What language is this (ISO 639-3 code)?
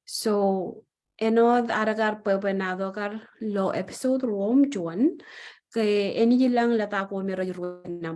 mah